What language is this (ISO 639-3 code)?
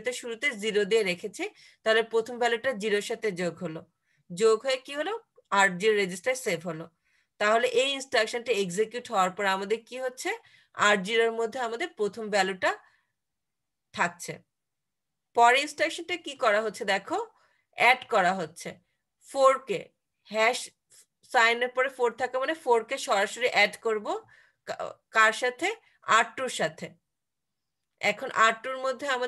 ben